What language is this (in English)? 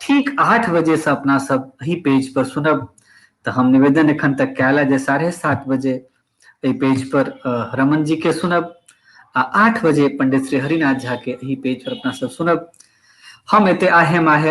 Maithili